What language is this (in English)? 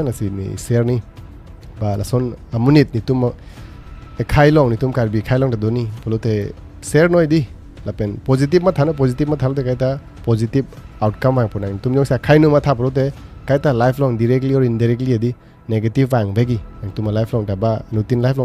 Karbi